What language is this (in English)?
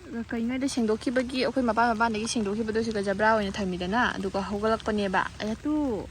Manipuri